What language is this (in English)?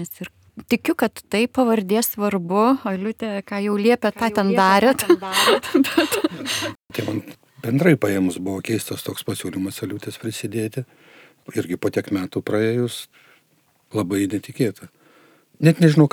Lithuanian